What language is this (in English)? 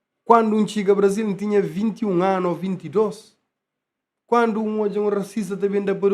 Kabuverdianu